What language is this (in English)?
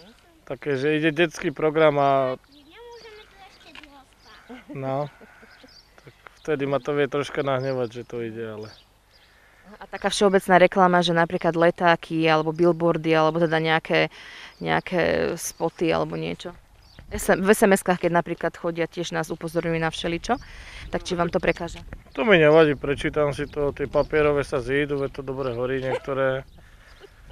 Slovak